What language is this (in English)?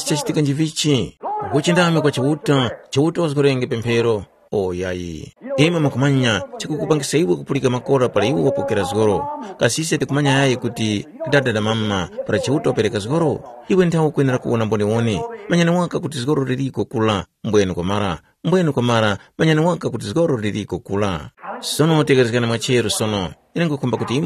Tumbuka